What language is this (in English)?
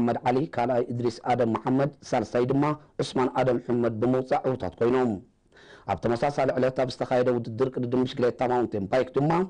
Tigrinya